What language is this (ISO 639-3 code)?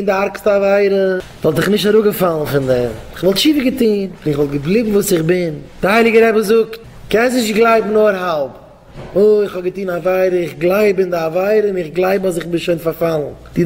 yid